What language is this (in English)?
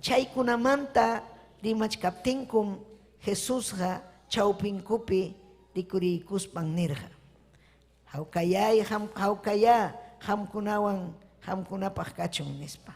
Ayacucho Quechua